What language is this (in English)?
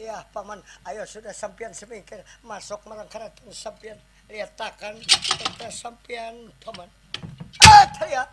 Banjar